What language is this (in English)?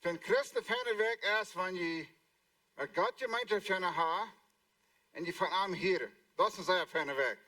Plautdietsch